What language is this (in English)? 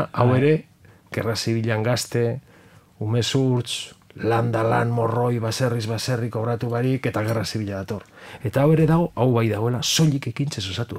Basque